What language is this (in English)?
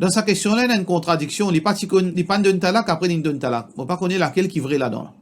Morisyen